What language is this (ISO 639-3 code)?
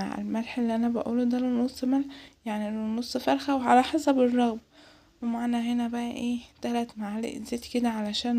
arz